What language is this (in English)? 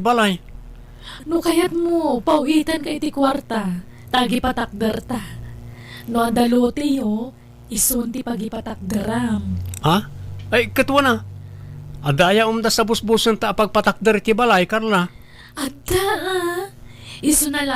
Iloko